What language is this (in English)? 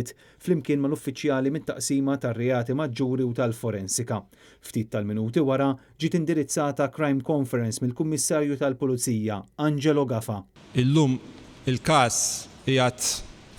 Maltese